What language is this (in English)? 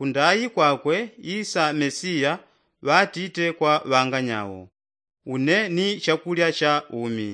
Yao